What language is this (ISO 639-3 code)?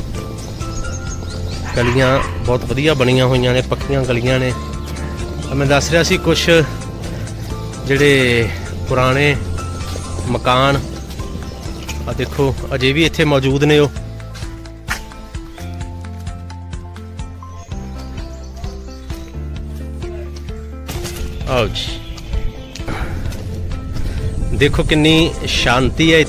pan